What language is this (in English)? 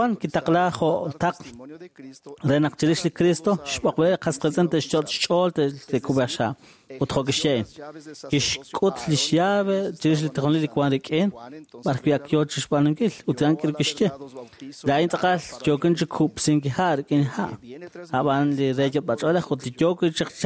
Kekchí